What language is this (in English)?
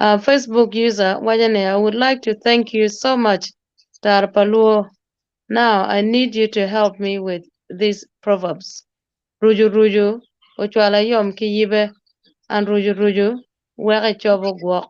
Acoli